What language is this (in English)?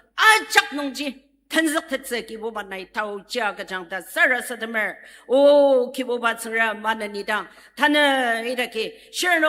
Ao Naga